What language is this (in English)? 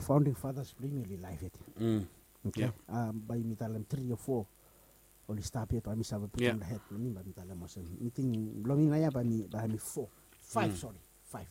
Bislama